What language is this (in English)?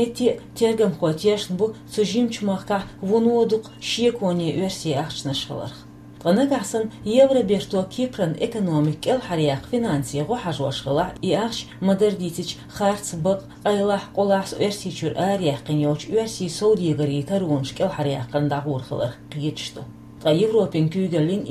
Chechen